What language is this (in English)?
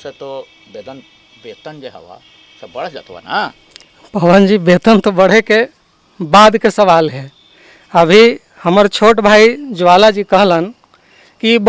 Magahi